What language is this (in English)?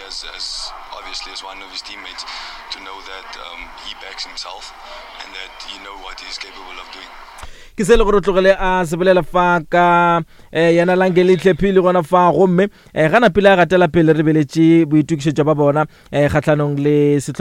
Northern Sotho